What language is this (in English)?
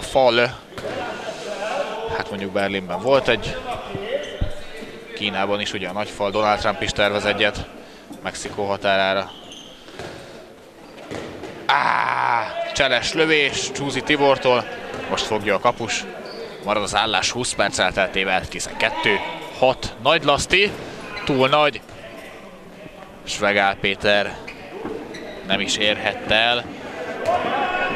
Hungarian